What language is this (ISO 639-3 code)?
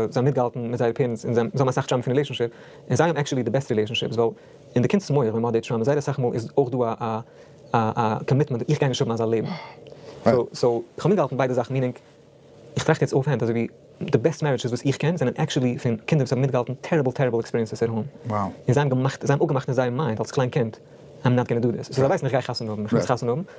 yid